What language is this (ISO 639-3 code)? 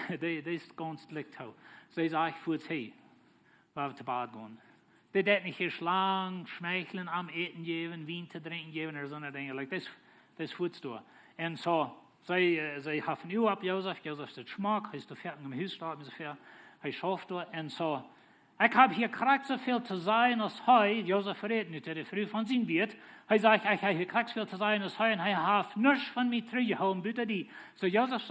pdt